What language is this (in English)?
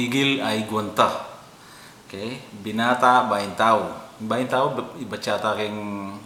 Pampanga